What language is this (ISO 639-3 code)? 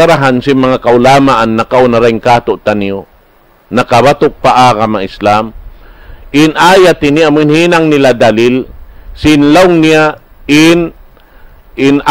tsg